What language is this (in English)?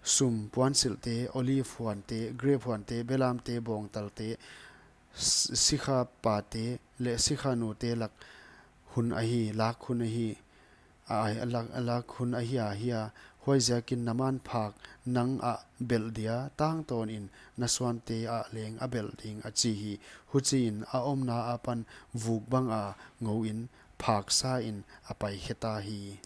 Paite Chin